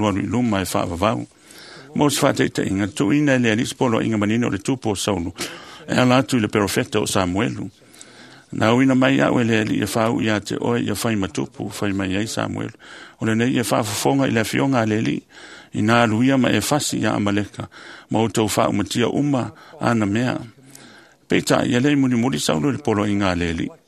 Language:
Samoan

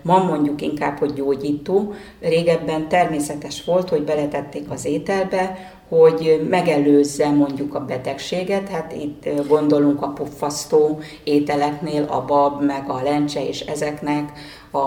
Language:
Hungarian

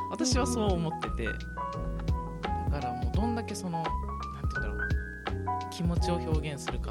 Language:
Japanese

